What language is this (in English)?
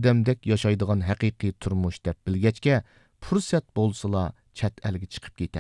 Uyghur